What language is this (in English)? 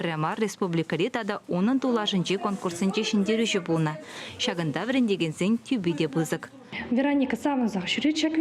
Chuvash